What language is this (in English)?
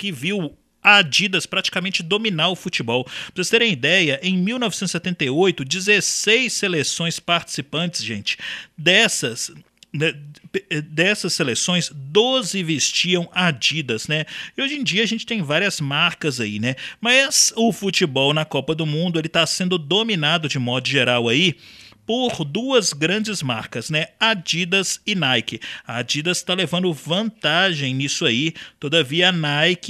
Portuguese